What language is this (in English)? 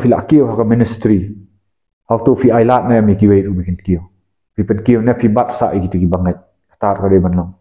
Khasi